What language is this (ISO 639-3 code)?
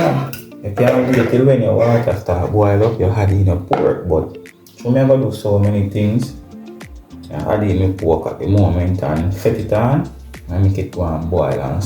jam